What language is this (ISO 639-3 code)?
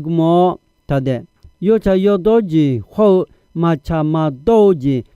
ahk